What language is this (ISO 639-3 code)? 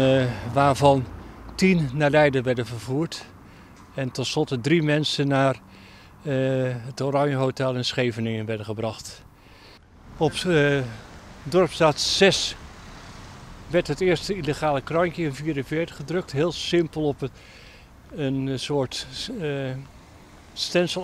nld